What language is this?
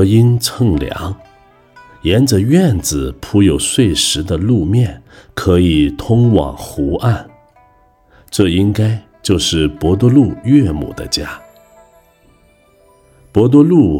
Chinese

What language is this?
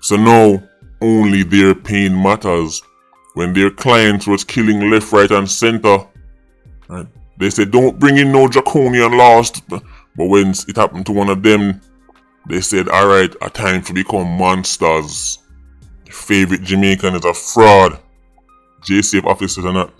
Jamaican Creole English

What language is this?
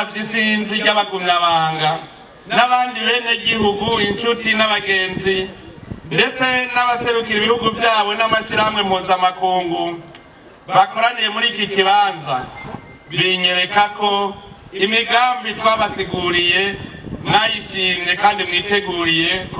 Rundi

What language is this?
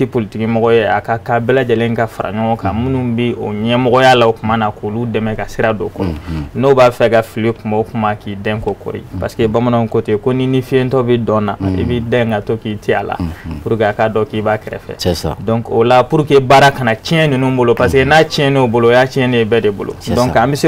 Bambara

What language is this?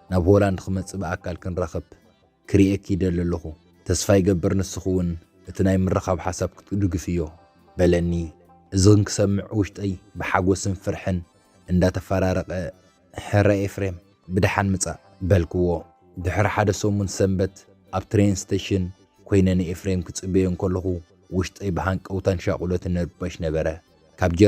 Tigrinya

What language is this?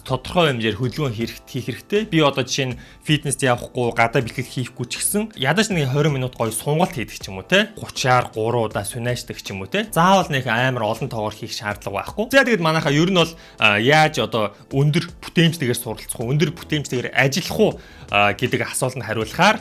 Mongolian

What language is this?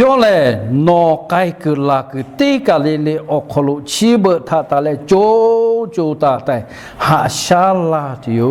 Lahu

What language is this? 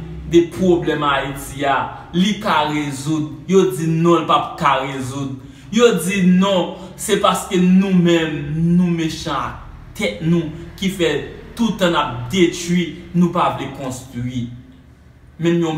Haitian Creole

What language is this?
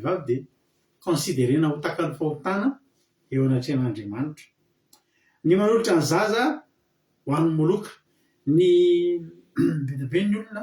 Malagasy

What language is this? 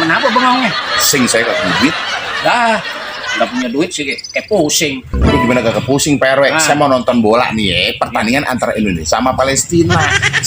Betawi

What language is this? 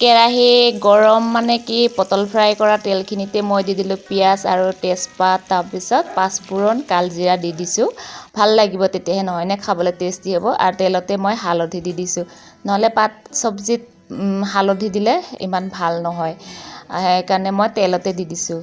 Assamese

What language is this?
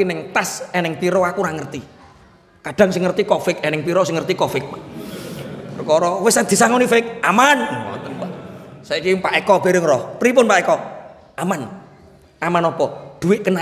Javanese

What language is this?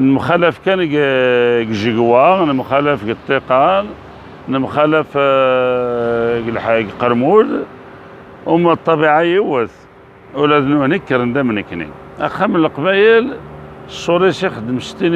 Kabyle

